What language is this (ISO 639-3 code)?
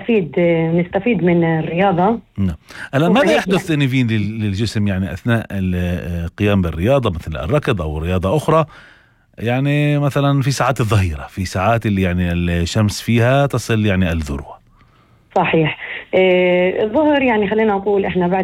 apc